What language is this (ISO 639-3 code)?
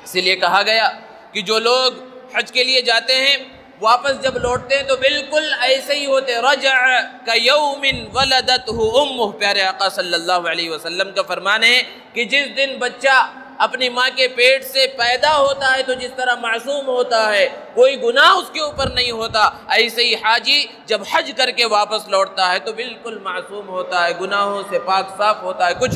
urd